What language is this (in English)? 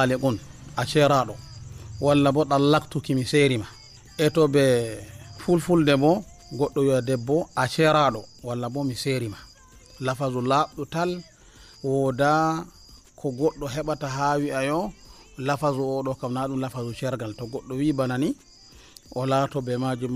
Nigerian Fulfulde